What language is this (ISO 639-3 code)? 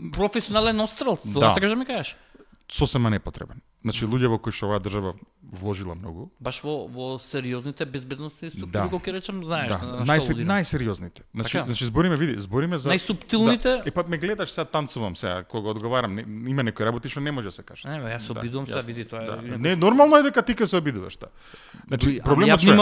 mkd